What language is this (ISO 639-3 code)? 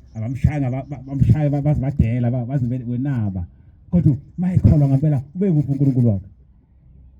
zul